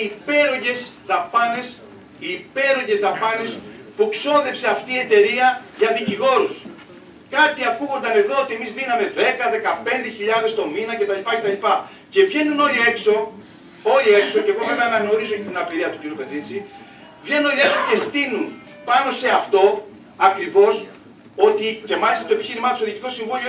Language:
Greek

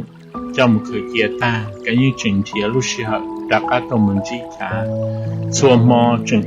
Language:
Hmong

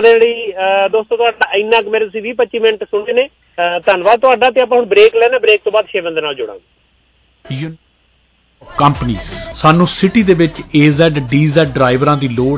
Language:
Punjabi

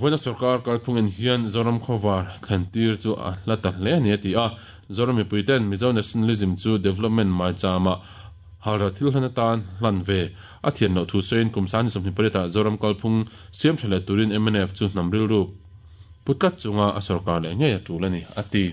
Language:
Mizo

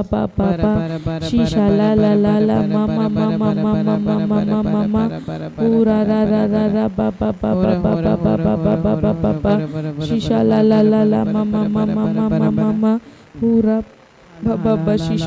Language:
Tem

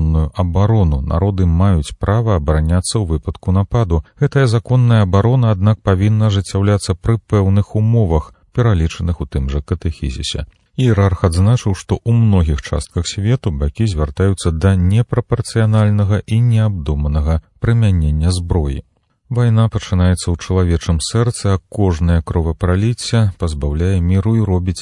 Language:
Belarusian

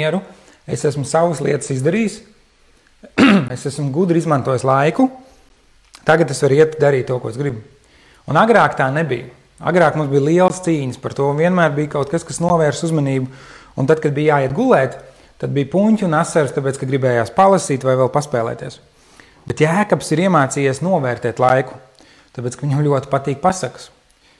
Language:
Latvian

